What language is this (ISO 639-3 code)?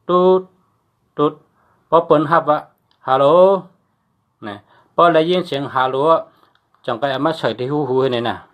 shn